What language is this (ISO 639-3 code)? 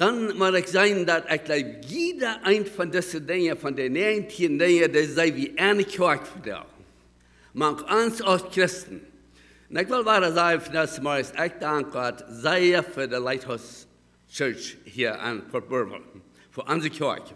pdt